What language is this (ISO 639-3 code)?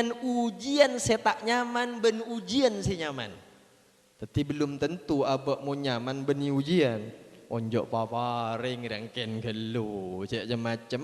mad